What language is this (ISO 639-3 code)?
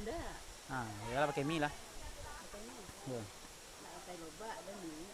min